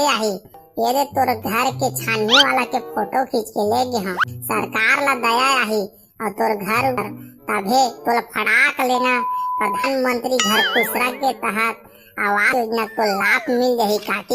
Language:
Chhattisgarhi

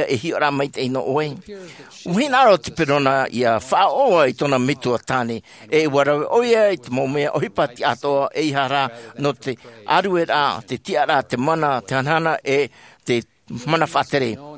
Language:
Tahitian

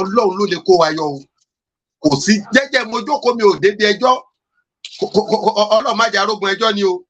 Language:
Yoruba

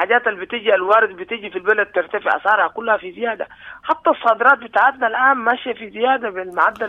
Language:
Sudanese Arabic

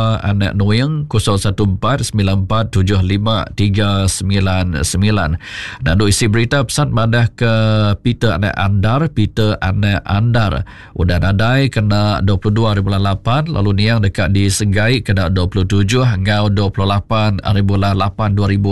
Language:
Iban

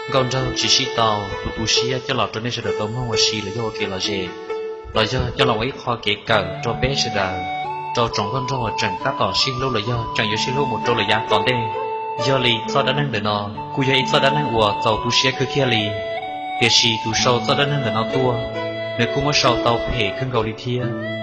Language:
Hmong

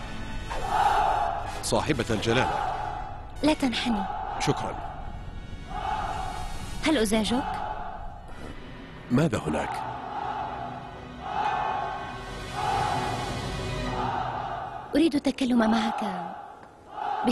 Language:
Arabic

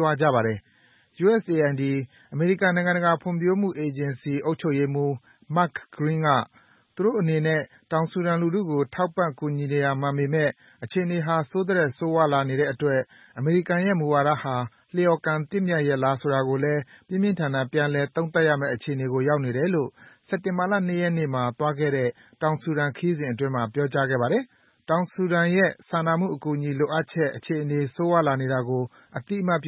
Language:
Burmese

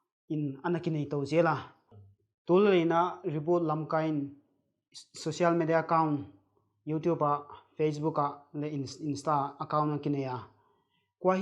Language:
Paite Chin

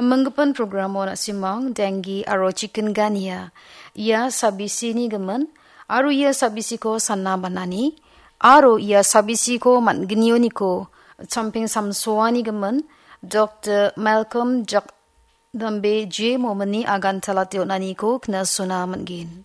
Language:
Garo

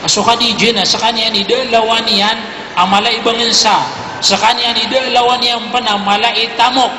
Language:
Maranao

